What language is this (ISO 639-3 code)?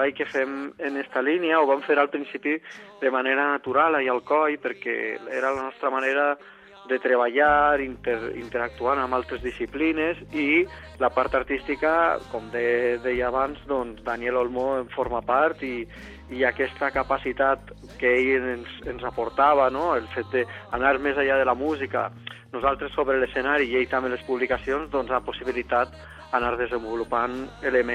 cat